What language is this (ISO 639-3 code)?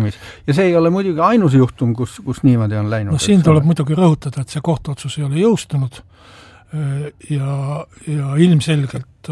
est